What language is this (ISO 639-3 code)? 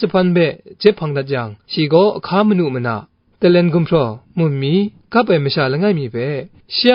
kac